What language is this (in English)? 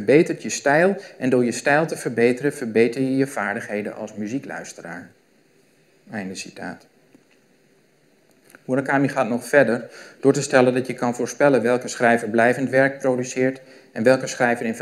Dutch